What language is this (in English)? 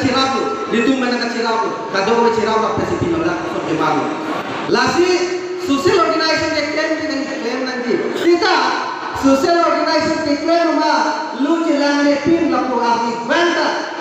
Karbi